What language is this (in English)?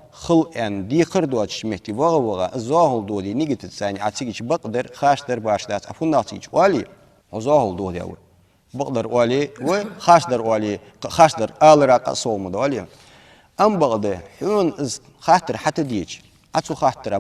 Ingush